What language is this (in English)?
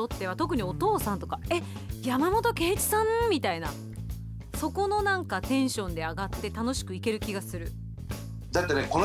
Japanese